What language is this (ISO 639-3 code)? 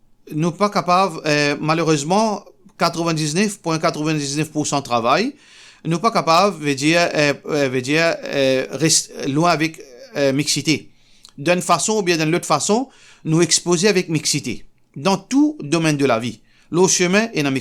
mfe